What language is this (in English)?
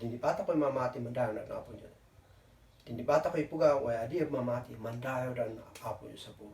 Kankanaey